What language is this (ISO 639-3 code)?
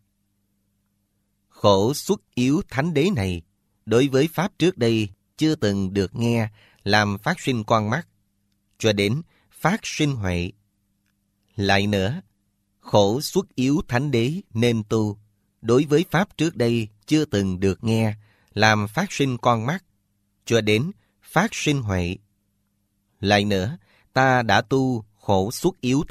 vie